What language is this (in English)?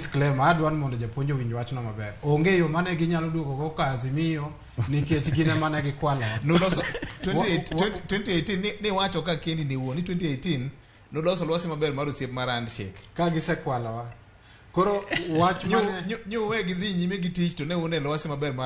Luo (Kenya and Tanzania)